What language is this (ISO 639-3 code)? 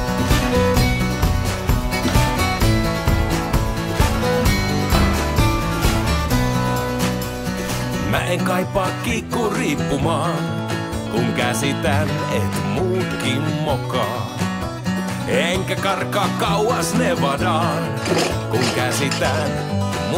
fin